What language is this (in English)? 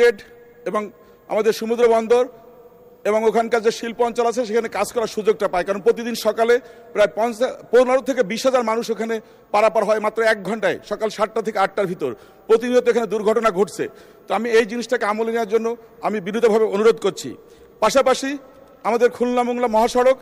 Bangla